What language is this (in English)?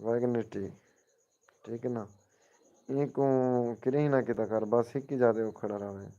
Saraiki